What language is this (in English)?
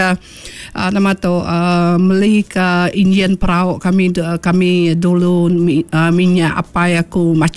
Iban